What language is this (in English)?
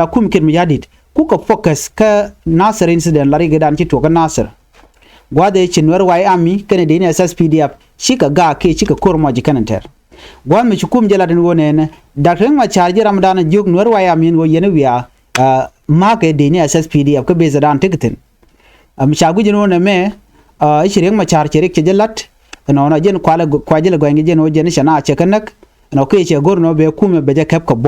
Nuer